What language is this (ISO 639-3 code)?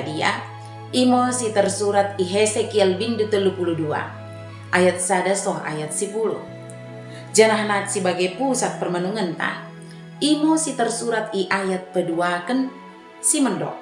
btd